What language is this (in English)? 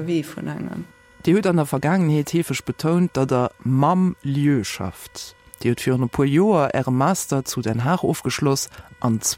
Luxembourgish